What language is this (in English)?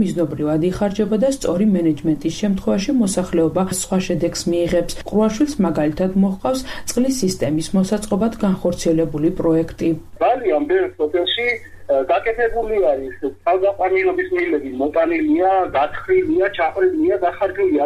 Georgian